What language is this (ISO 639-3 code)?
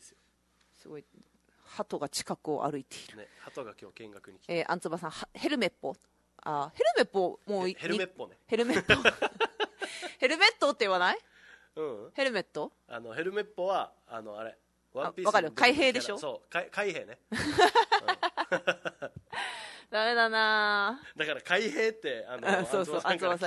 jpn